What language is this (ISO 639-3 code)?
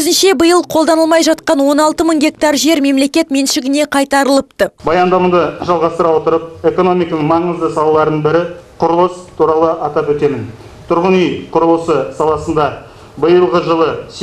kaz